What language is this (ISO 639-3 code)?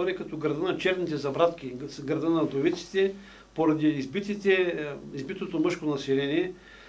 bul